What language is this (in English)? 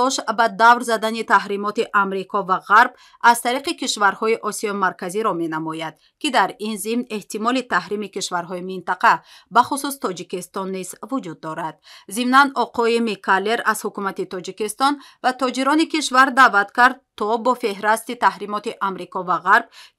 Tajik